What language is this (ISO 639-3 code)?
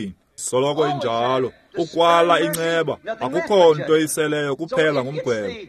xho